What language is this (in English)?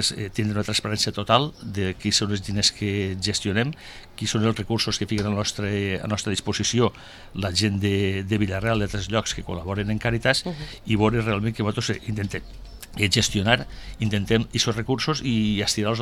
Catalan